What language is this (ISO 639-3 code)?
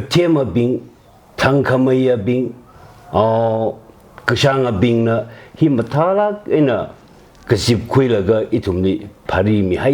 nmf